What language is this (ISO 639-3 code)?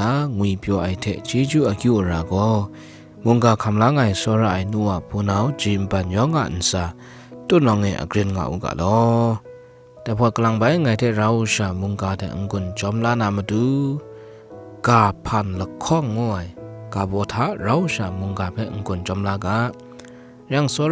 kac